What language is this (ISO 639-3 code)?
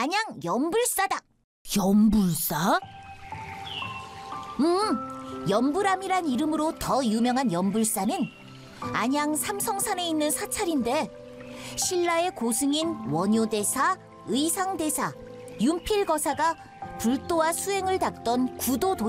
kor